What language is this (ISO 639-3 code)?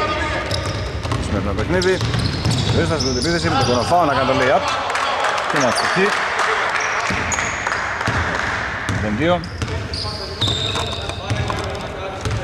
ell